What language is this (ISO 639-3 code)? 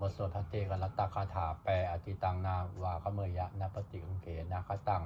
pli